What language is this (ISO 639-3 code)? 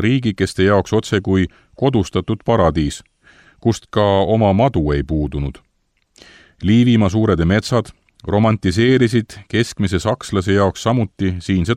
est